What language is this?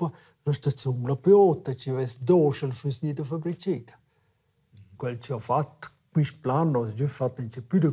Romansh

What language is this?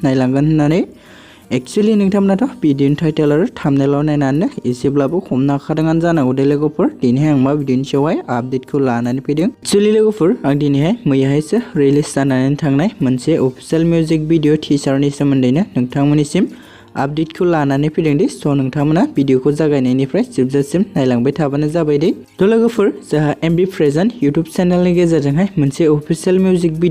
Bodo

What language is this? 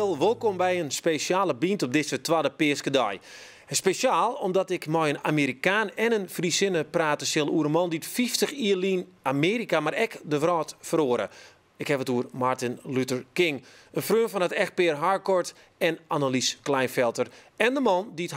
Western Frisian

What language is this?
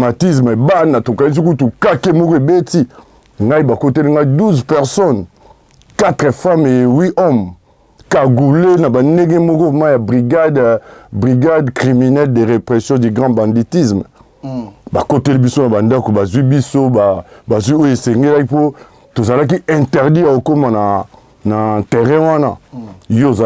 Lingala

